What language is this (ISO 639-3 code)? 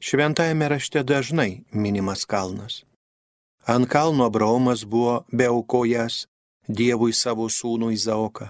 lit